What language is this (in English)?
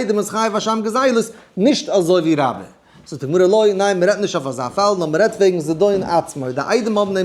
Yiddish